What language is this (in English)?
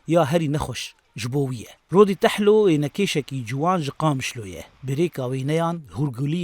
Kurdish